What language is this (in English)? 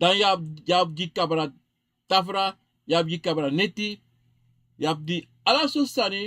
Sranan Tongo